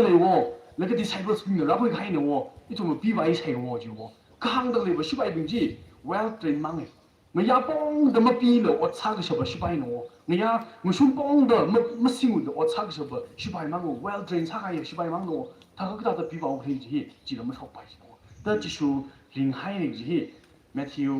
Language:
Tangkhul Naga (India)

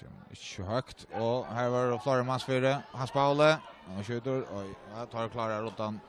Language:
Faroese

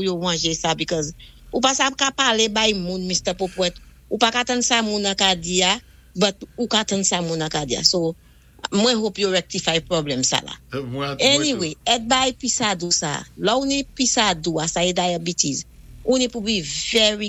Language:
Saint Lucian Creole French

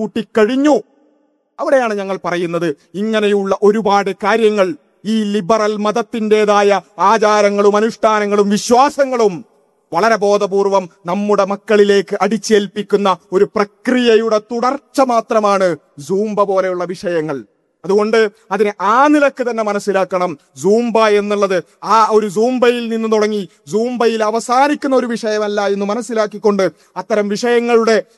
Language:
Malayalam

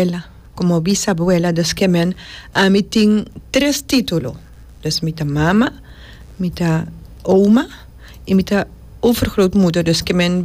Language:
Papiamento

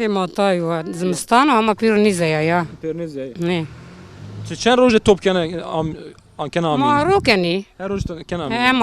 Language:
Zaza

